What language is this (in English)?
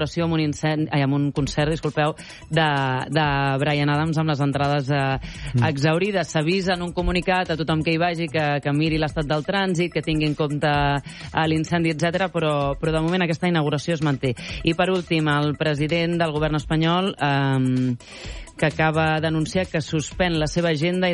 Catalan